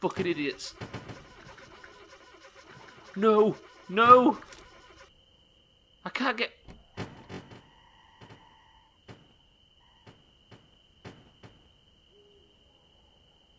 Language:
English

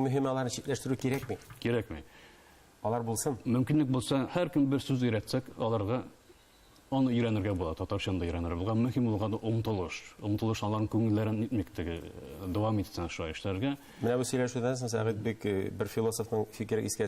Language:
Tatar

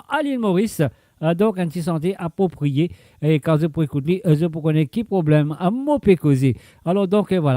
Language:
Morisyen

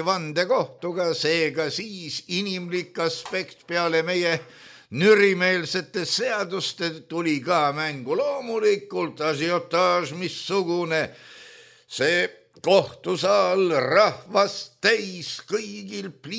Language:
Estonian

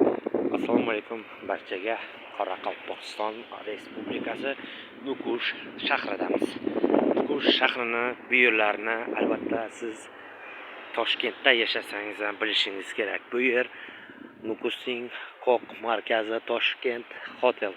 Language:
Uzbek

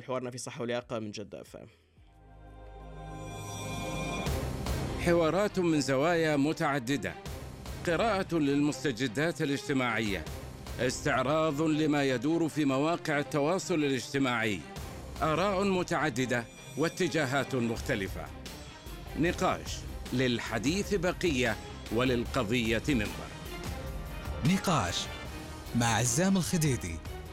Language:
Arabic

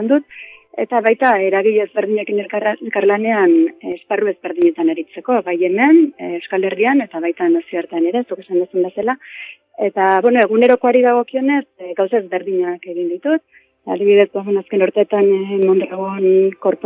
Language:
Basque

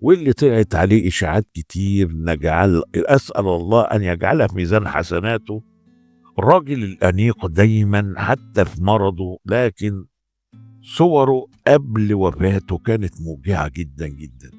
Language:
Egyptian Arabic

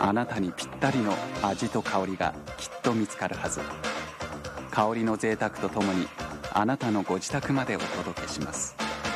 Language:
Japanese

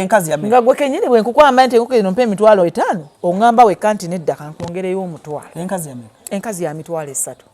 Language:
Ganda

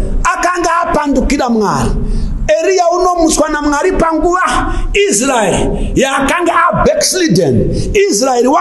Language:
Shona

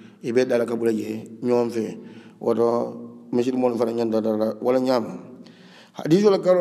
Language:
Hausa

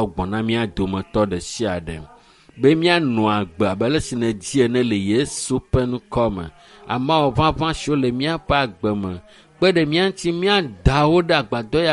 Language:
Ewe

